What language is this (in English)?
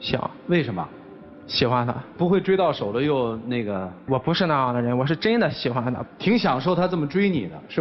Chinese